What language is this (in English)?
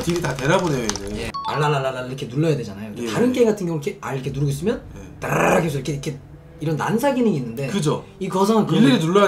Korean